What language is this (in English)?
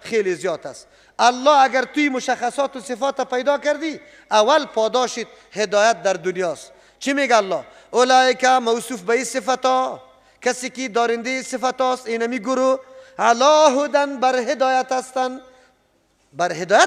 Persian